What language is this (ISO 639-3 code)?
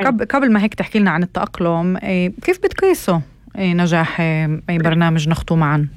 apc